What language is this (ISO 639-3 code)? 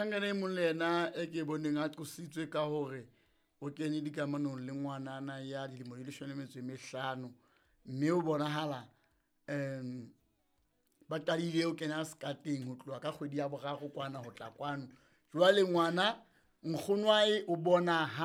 sot